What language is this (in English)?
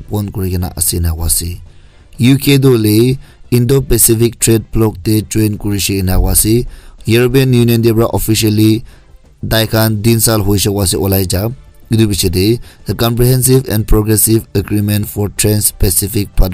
Naga Pidgin